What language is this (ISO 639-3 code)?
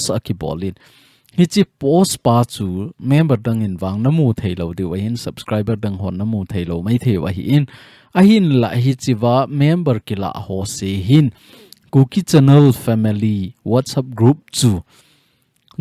tcz